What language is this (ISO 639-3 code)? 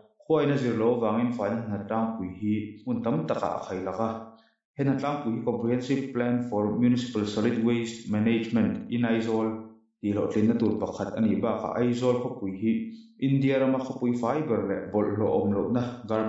lus